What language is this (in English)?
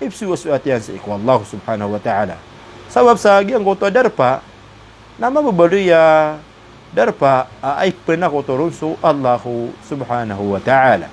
Maranao